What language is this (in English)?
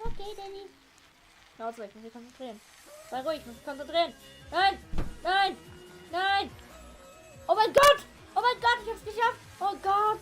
Swiss German